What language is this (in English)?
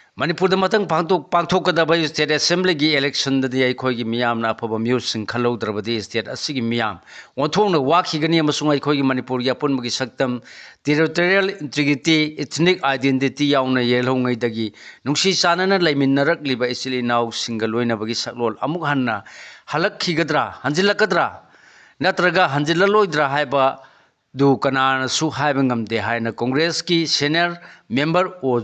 Manipuri